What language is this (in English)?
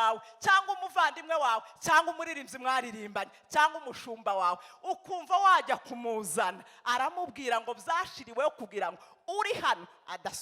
Kinyarwanda